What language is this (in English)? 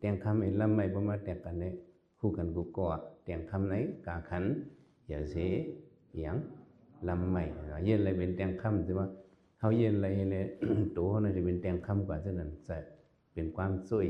Shan